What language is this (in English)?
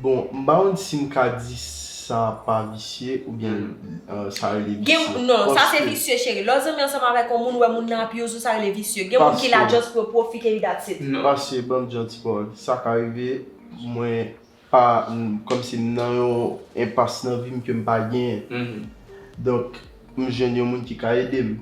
Haitian Creole